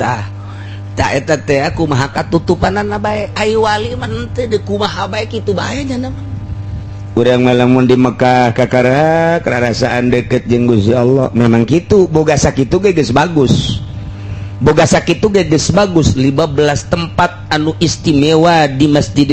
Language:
Sundanese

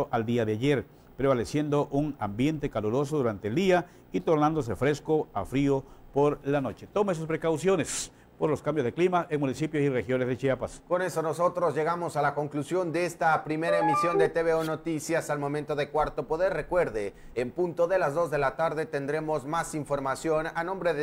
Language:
Spanish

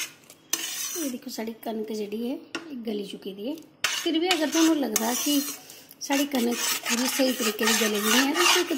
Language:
Dogri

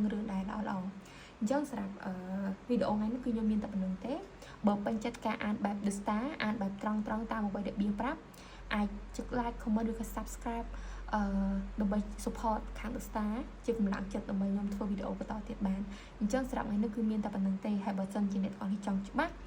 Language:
Khmer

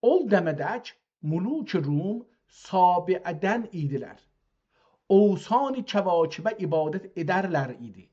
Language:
South Azerbaijani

